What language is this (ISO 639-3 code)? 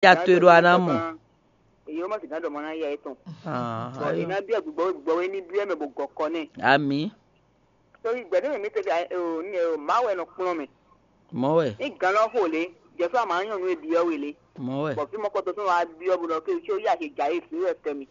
fon